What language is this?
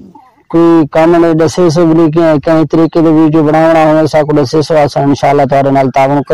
Saraiki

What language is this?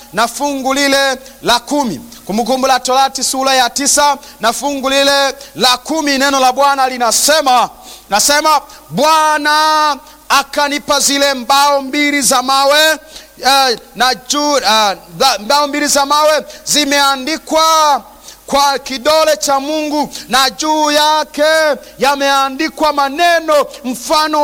Swahili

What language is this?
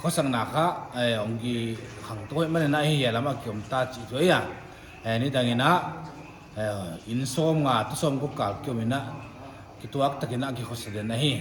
Paite Chin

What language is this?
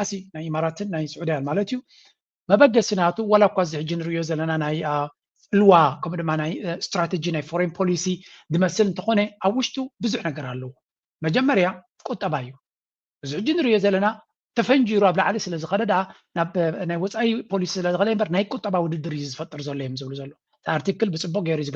Tigrinya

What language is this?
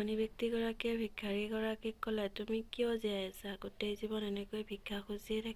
Assamese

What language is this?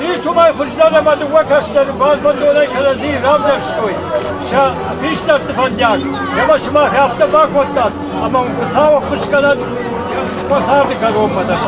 Ossetic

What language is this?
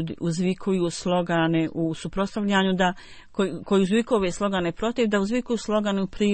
Bosnian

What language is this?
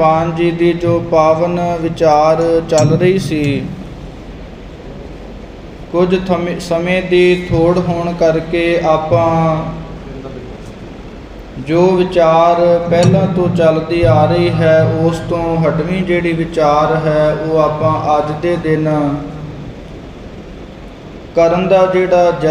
Punjabi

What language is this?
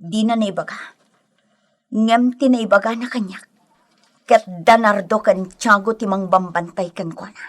Iloko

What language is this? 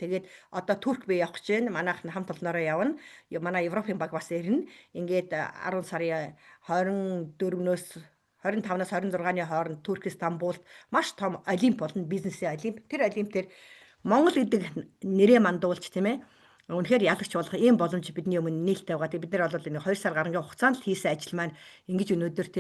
Mongolian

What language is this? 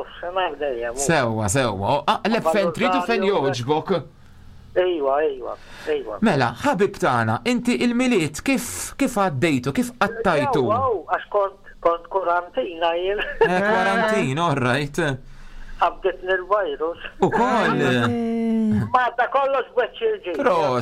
Maltese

